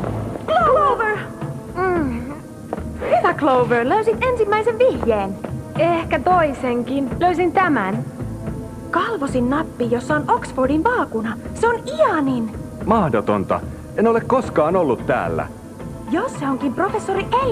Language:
Finnish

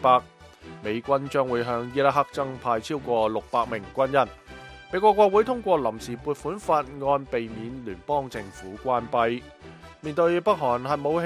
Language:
Cantonese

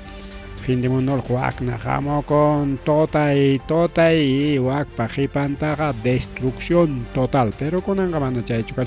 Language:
Ayacucho Quechua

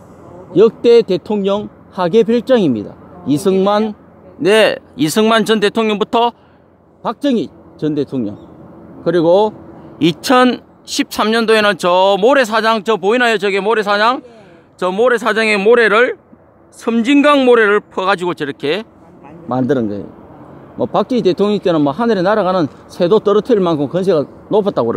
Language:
Korean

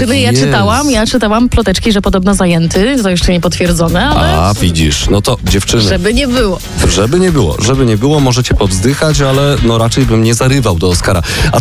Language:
Polish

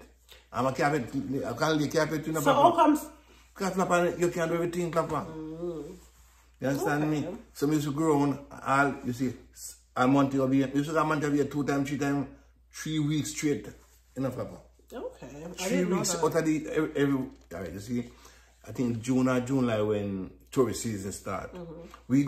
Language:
Jamaican Creole English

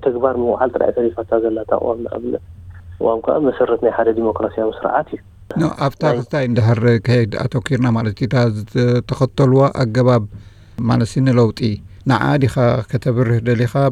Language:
Tigrinya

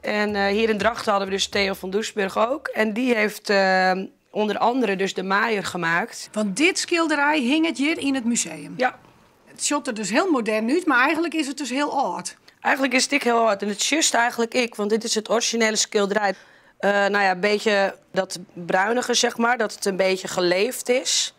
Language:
Western Frisian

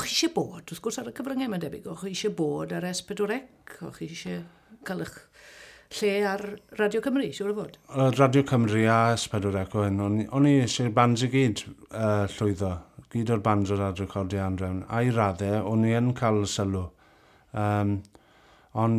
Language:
Welsh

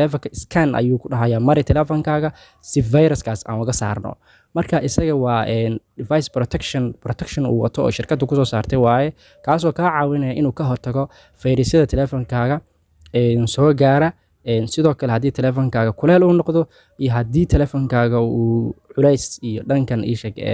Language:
Somali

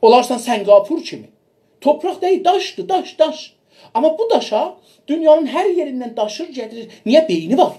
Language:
South Azerbaijani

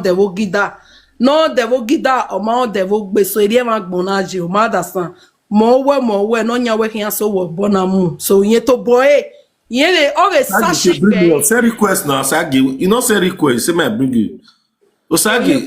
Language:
Nigerian Pidgin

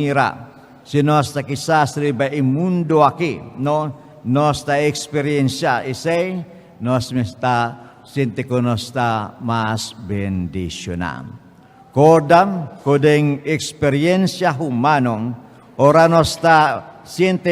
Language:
Papiamento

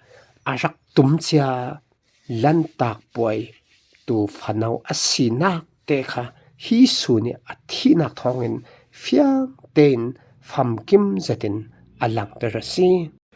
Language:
Falam Chin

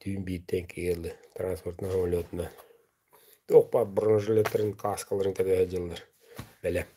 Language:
Yakut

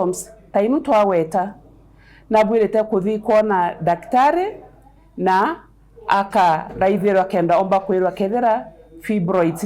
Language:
Meru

